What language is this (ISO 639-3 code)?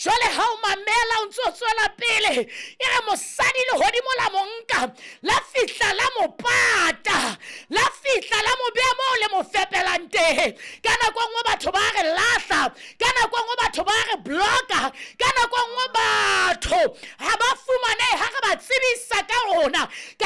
sot